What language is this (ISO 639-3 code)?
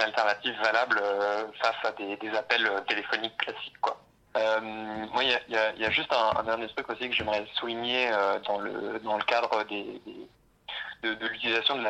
fra